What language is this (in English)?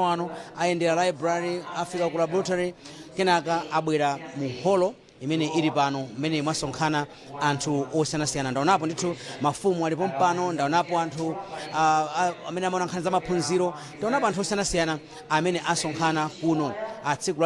Nyanja